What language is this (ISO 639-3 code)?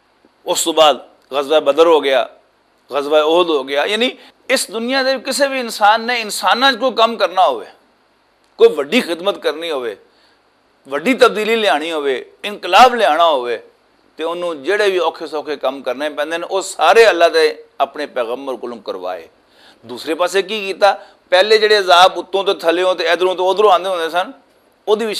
lah